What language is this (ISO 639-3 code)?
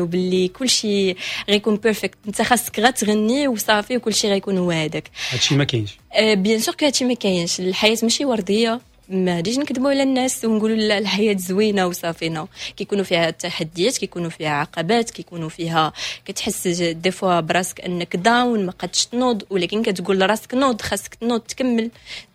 ary